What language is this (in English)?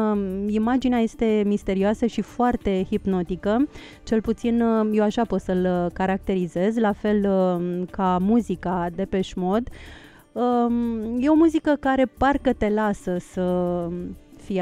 Romanian